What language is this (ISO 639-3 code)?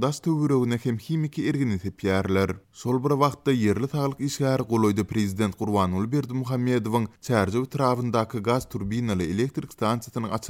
tuk